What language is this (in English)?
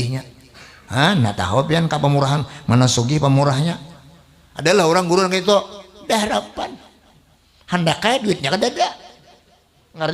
Banjar